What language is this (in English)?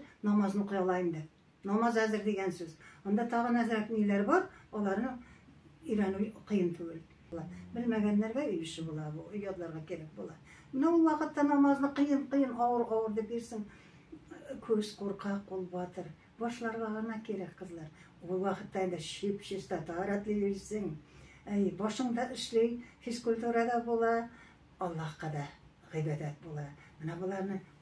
Tatar